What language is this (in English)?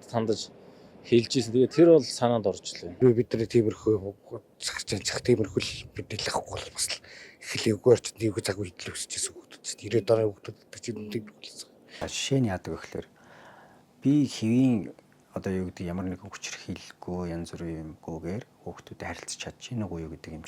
Mongolian